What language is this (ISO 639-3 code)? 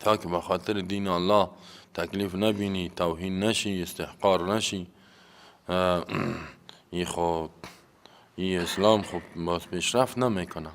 fas